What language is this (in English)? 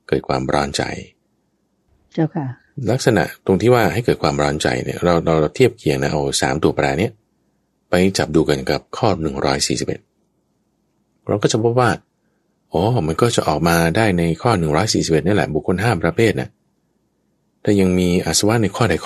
Thai